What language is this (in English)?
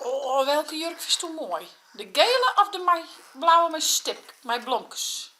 Western Frisian